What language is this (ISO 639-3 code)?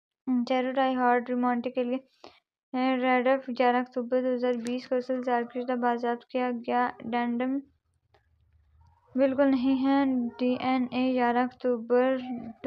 urd